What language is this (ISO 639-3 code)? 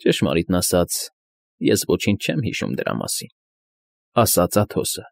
hye